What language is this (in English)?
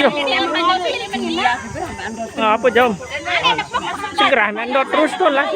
Sasak